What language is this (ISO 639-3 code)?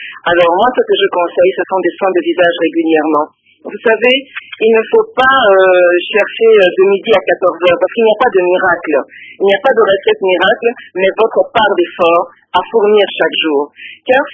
fra